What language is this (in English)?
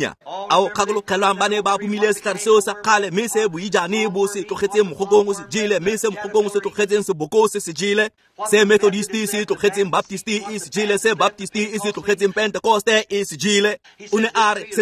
Tswana